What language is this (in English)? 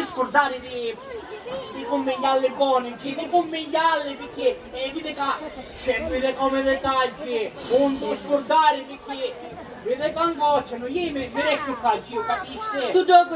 Sicilian